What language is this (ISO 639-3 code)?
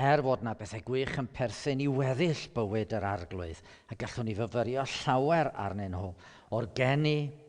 cym